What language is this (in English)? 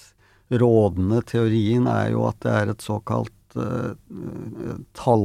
Norwegian